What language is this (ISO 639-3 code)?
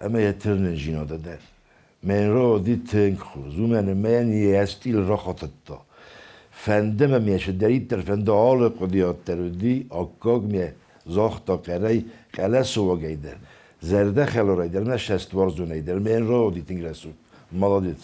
oss